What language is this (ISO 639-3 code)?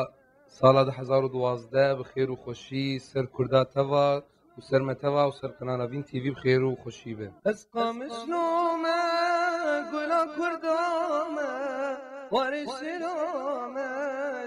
kur